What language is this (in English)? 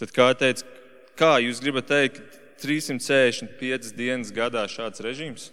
Latvian